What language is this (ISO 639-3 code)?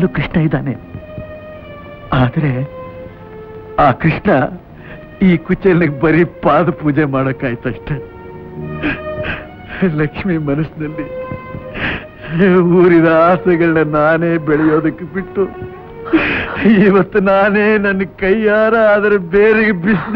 kan